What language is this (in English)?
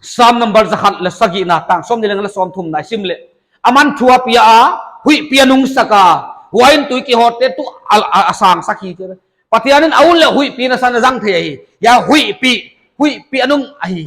Paite Chin